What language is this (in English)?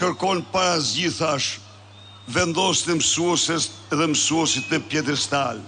Albanian